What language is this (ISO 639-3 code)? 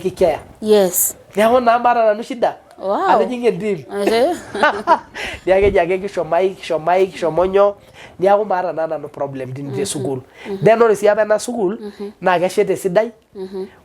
mas